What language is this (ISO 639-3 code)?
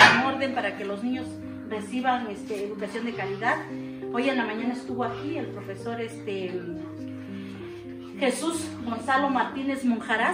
spa